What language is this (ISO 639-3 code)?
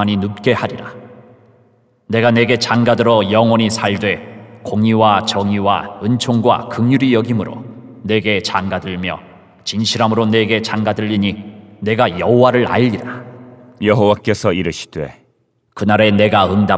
kor